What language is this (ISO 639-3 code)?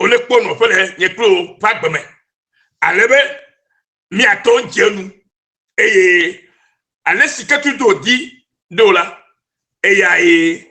ewe